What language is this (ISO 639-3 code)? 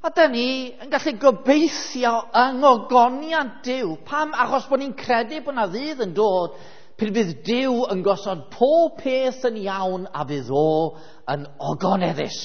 cym